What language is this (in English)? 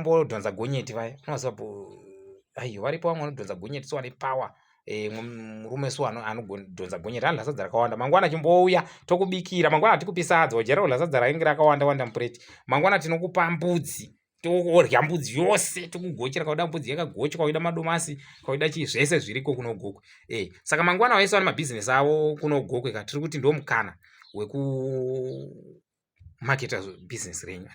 Shona